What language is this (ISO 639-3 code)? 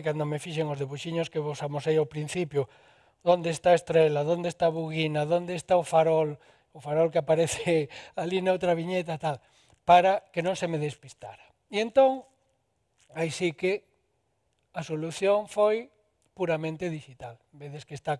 glg